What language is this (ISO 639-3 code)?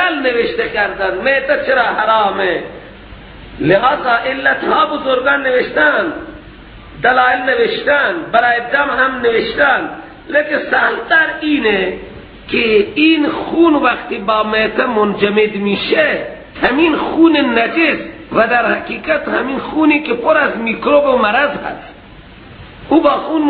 fas